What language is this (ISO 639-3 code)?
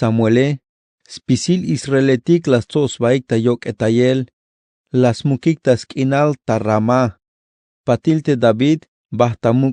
tzh